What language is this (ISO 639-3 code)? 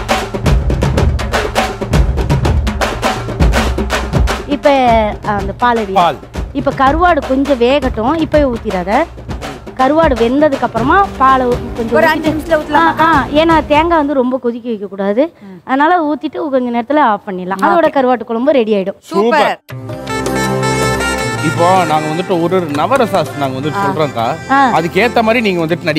tam